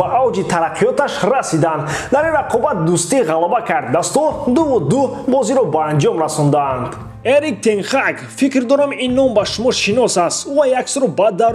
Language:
Tajik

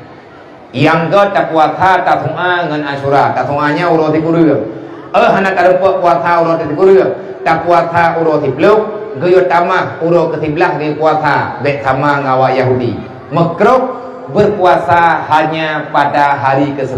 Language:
Achinese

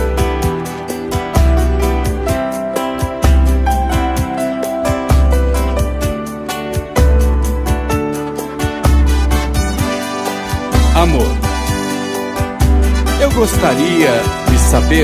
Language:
Portuguese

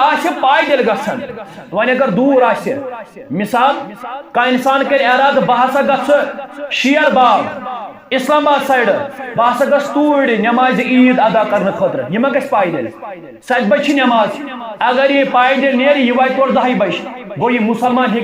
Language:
Kashmiri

